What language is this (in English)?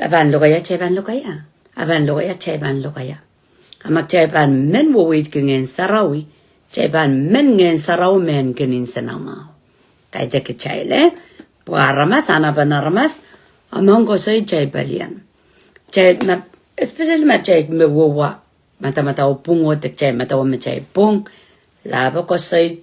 Pohnpeian